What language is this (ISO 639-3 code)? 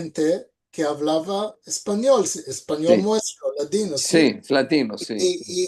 lad